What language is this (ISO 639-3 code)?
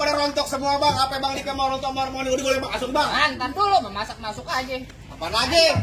bew